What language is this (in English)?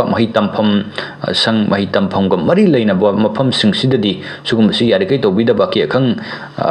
Manipuri